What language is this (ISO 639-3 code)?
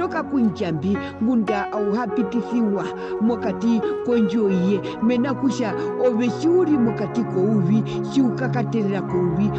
her